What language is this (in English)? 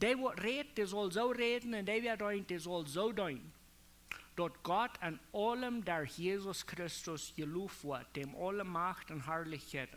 Plautdietsch